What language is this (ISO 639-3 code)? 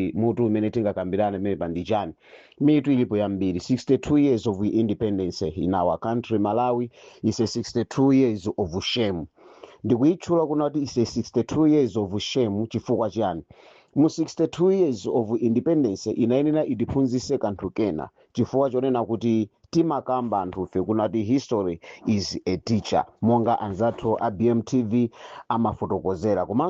nya